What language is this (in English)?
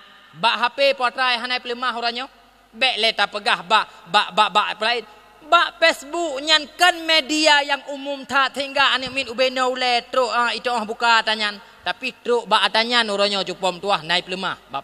Achinese